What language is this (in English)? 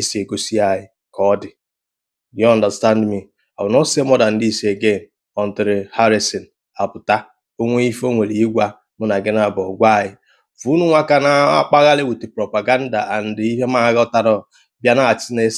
Igbo